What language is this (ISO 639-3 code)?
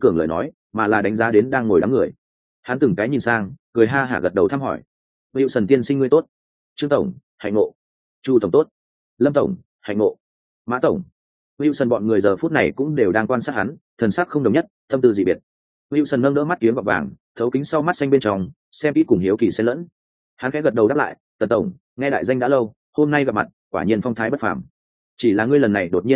vie